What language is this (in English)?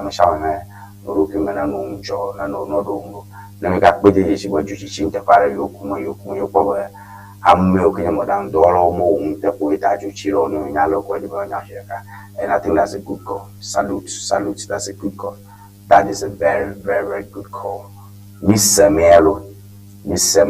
Ewe